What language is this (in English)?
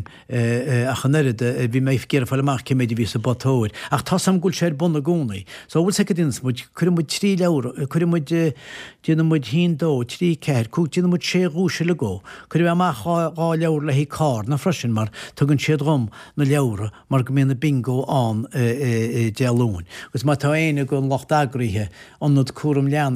Irish